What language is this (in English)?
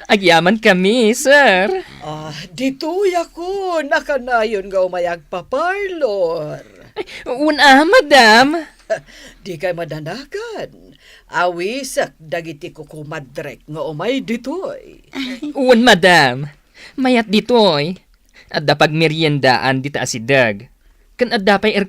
Iloko